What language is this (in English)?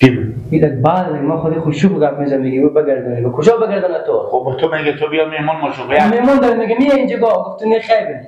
Persian